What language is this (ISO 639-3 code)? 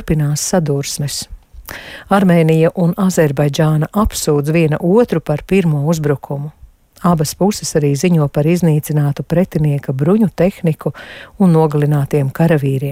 lav